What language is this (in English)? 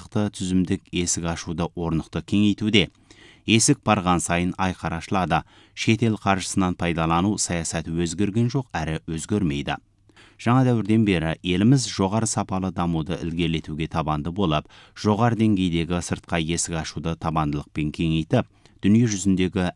Kazakh